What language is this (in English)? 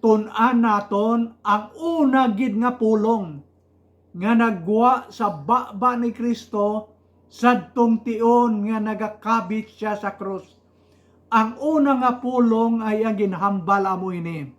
Hiligaynon